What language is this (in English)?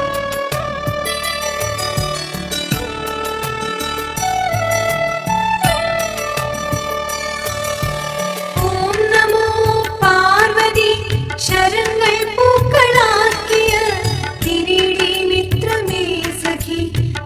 Malayalam